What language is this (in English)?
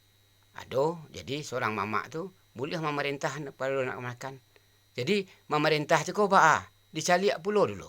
Minangkabau